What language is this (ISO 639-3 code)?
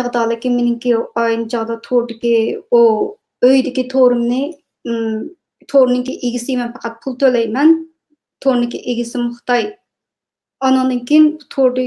uig